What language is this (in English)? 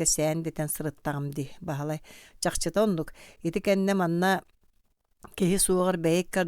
Yakut